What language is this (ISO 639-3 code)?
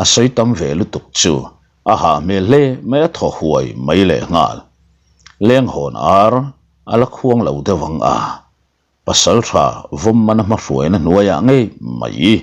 lus